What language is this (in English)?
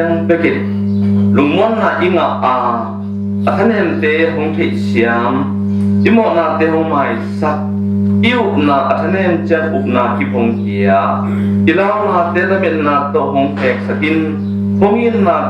Tedim Chin